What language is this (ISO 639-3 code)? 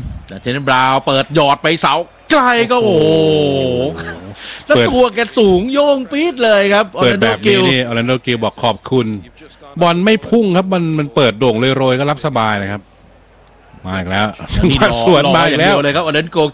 tha